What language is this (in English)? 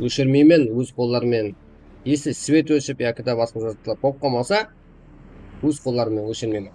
Kara-Kalpak